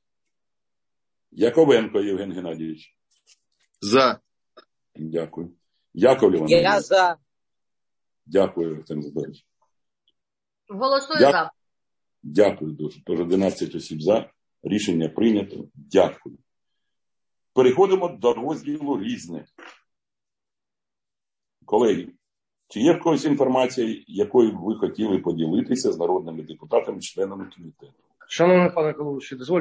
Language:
Ukrainian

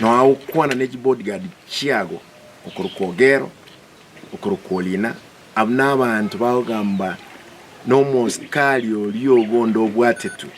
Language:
Gusii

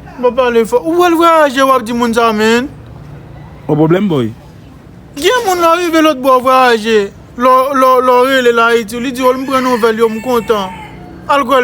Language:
Haitian Creole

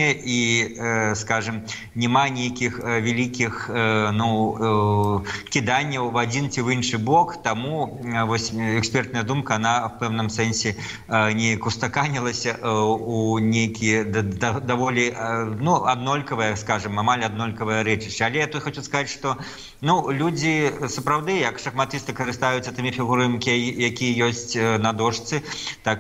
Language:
Belarusian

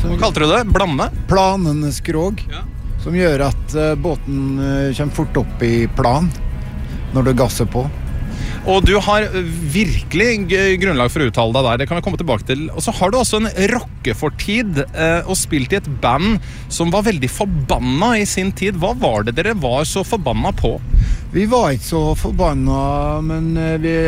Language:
Norwegian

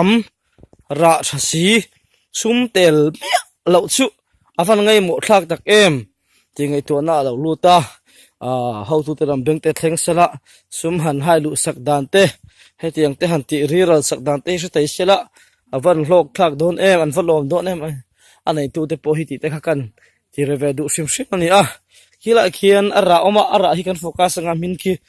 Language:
Mizo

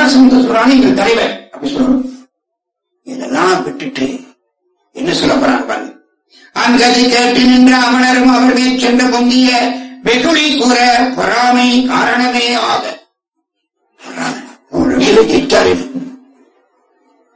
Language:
Tamil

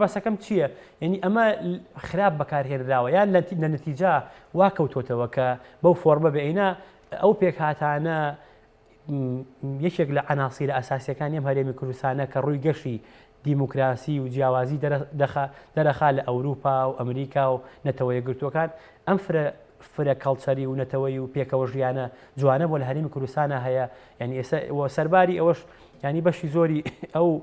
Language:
Central Kurdish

